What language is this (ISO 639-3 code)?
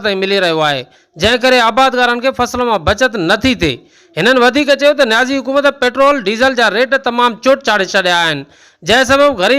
snd